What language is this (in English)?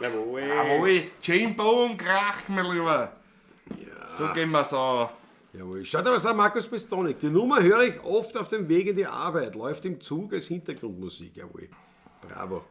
Bavarian